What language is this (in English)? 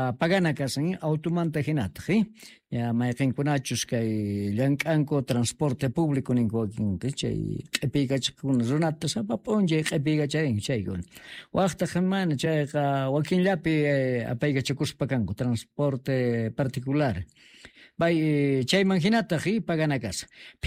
Quechua